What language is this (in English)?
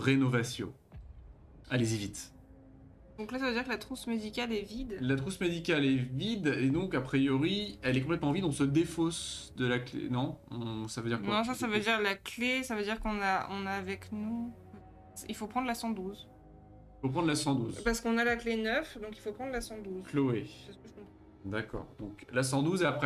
French